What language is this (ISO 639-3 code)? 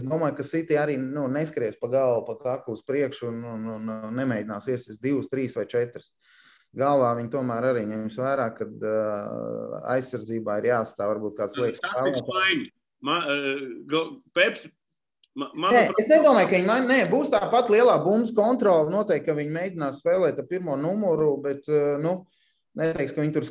lav